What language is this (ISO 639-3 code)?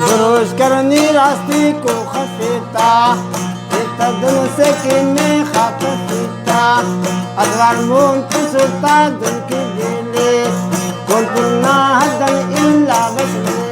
brh